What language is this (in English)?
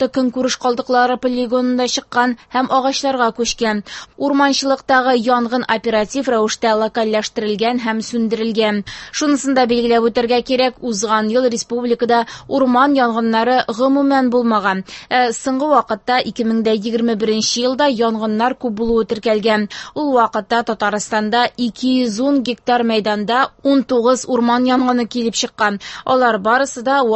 Tatar